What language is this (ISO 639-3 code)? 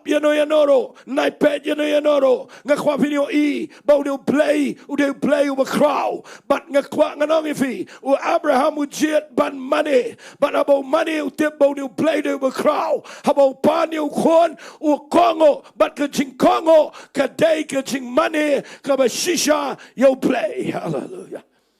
kha